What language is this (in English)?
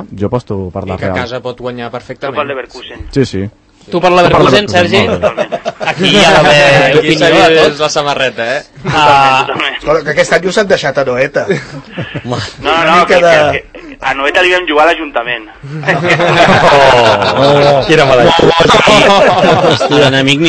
Catalan